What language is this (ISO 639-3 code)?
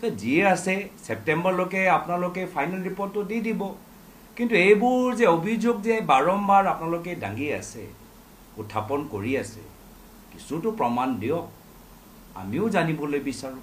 asm